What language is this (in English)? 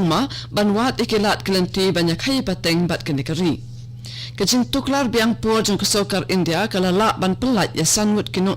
Khasi